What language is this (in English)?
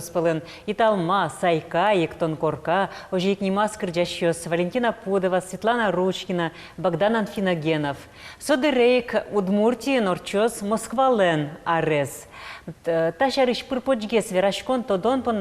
Udmurt